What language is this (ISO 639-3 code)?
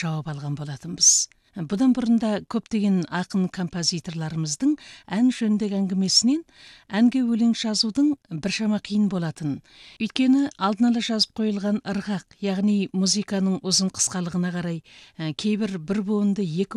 kaz